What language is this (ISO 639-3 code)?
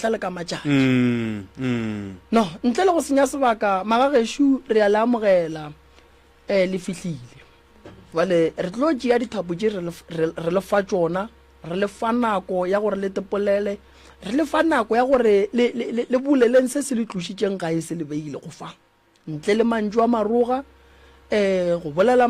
nso